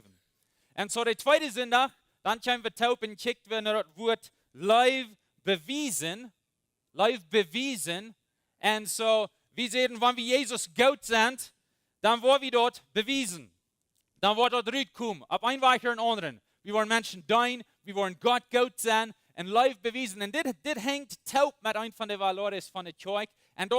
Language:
Plautdietsch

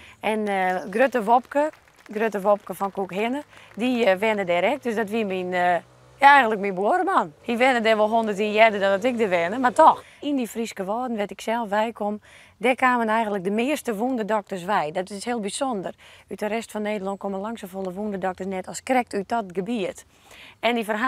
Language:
Western Frisian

